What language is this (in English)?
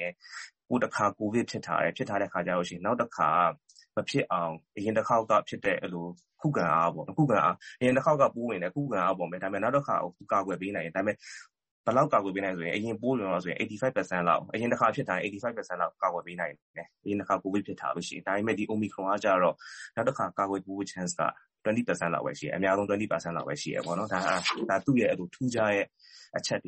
Burmese